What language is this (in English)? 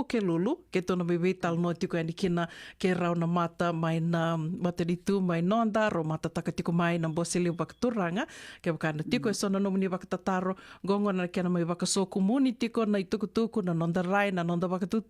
Fijian